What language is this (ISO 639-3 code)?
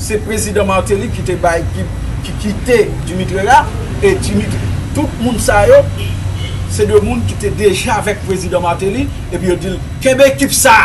hat